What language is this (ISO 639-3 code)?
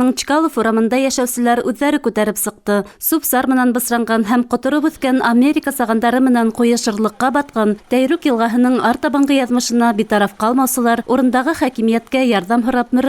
bak